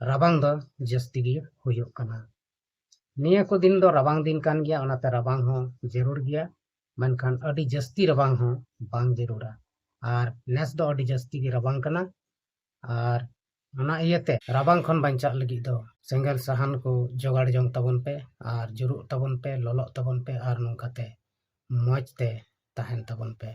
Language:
Santali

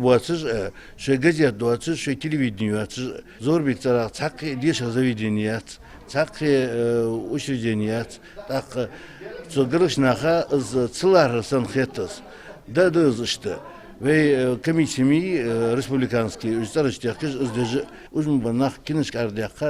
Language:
Ingush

